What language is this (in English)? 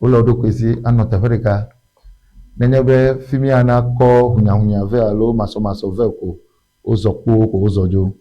Ewe